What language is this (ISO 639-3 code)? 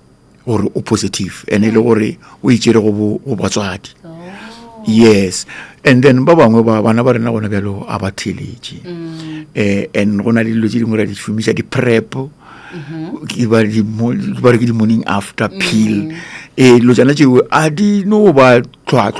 nso